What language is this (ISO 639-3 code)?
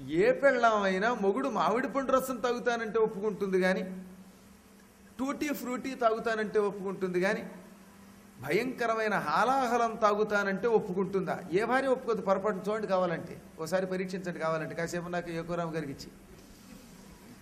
tel